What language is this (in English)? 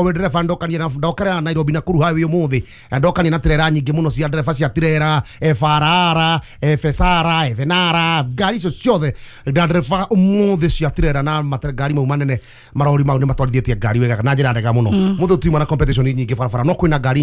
Kikuyu